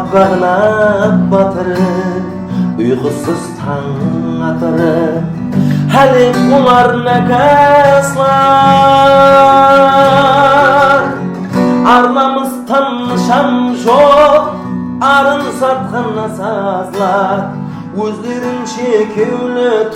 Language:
Kara-Kalpak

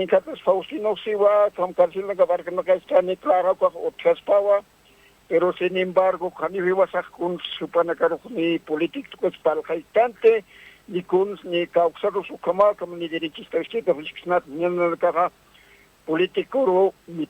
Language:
Aymara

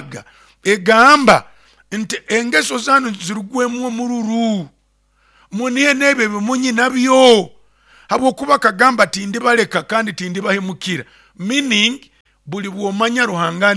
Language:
Nyoro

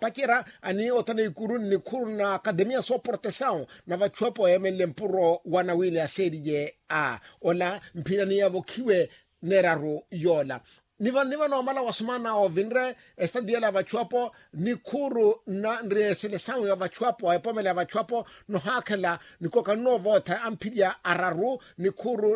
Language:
Makhuwa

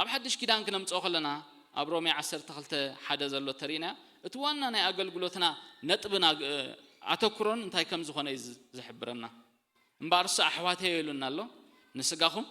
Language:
Tigrinya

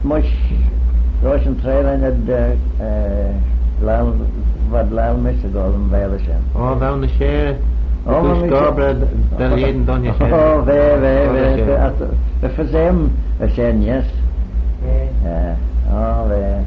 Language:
Manx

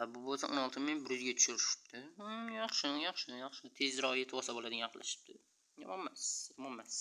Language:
Uzbek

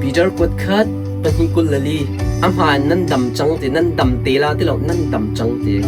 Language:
Hakha Chin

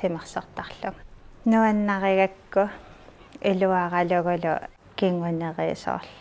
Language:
Kalaallisut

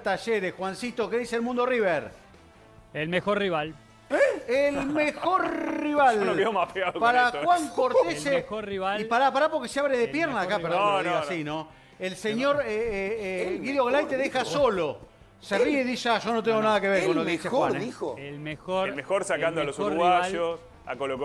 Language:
Spanish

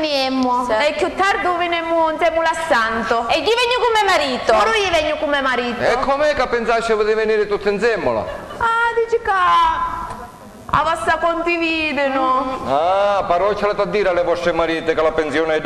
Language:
Sicilian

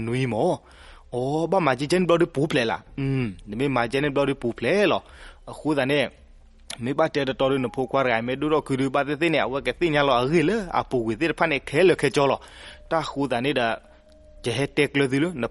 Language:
S'gaw Karen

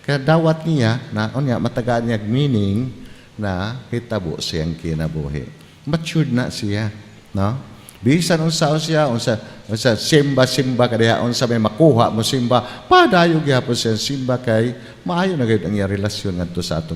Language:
Cebuano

